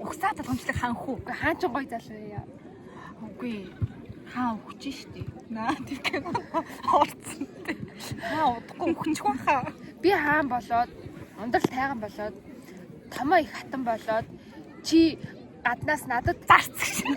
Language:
Mongolian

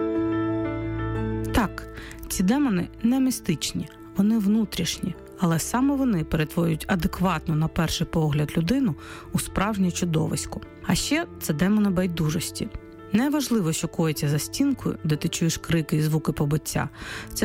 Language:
Ukrainian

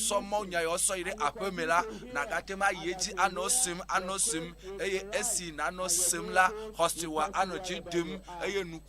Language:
Ewe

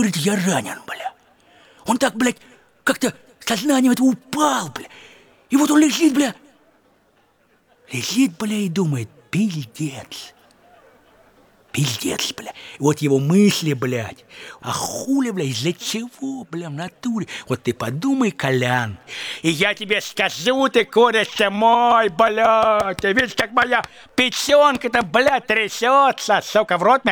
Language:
Russian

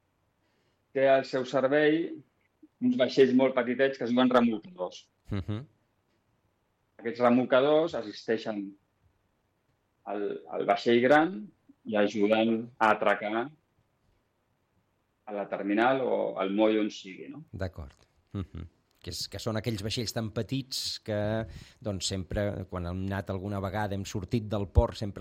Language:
Catalan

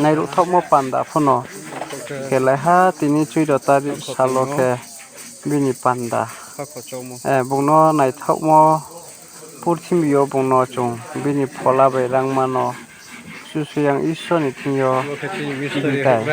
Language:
Riang (India)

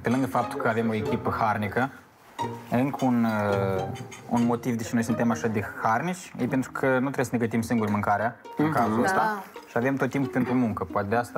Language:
Romanian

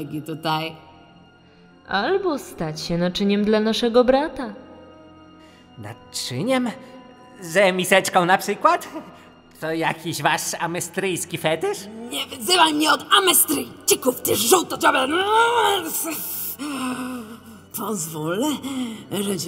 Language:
Polish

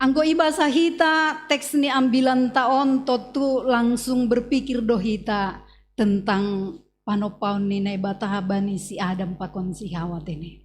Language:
Batak Simalungun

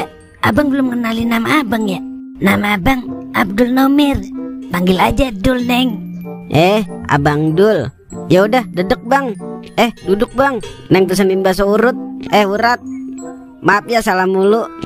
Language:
Betawi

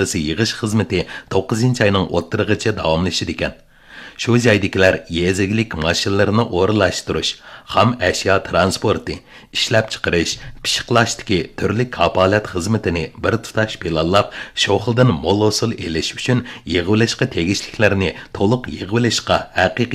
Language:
Uyghur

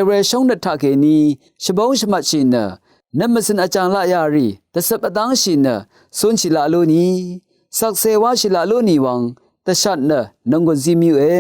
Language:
Rawang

